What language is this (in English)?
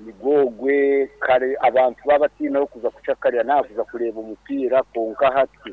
Nyoro